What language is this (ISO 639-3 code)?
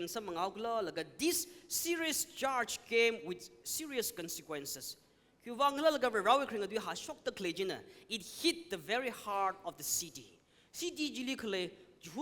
nmf